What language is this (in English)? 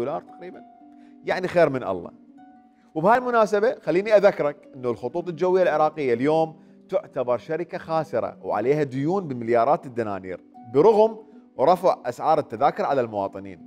Mesopotamian Arabic